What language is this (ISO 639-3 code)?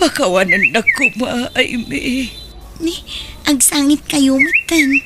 ilo